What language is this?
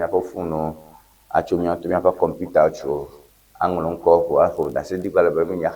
Ewe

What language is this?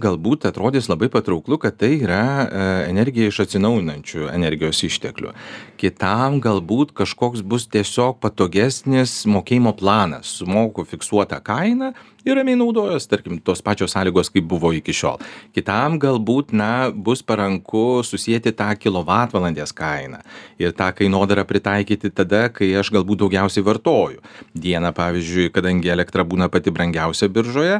Lithuanian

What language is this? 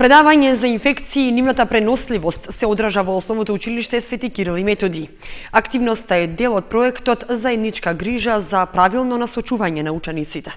Macedonian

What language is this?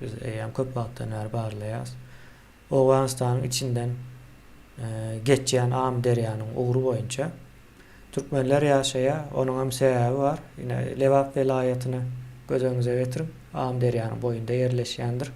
Turkmen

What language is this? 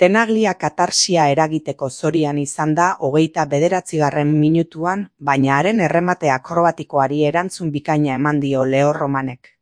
Basque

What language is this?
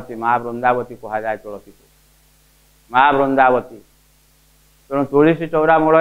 Odia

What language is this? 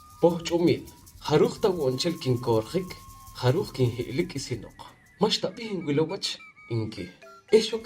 Poqomchi'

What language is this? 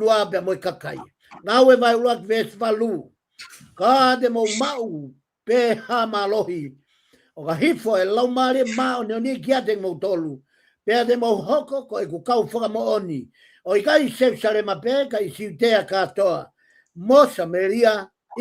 Tongan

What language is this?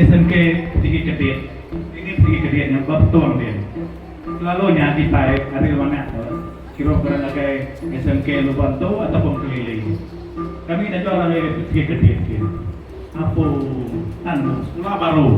Iban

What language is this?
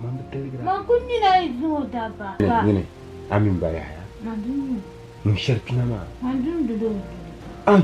Dagbani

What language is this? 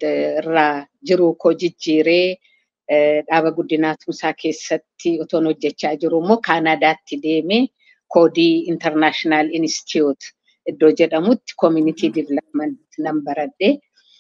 Oromo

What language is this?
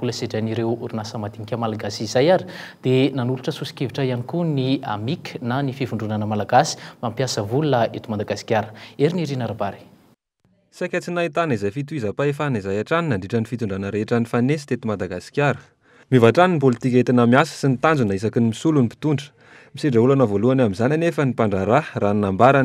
Malagasy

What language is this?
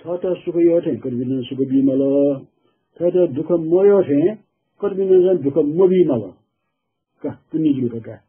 Newari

